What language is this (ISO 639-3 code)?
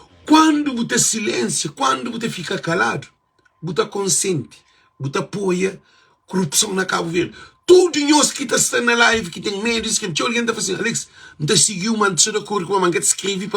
kea